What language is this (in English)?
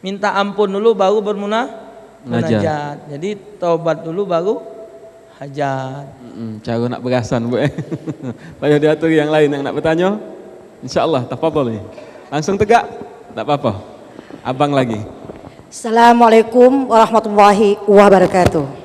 Musi